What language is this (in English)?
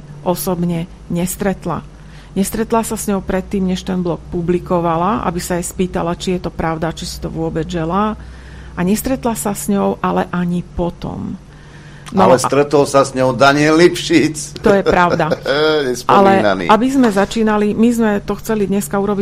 Slovak